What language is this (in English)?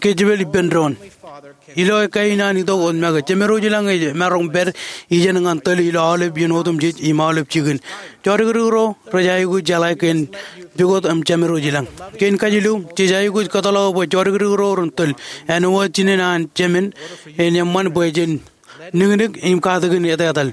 Marshallese